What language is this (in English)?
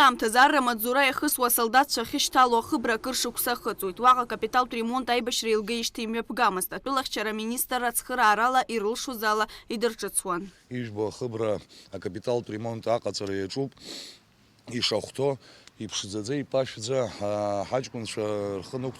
Abkhazian